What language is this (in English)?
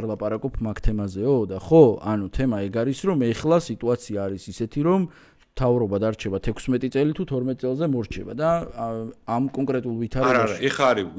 Georgian